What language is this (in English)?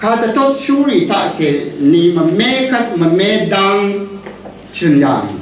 Rawang